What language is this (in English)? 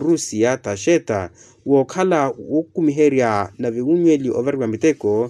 Makhuwa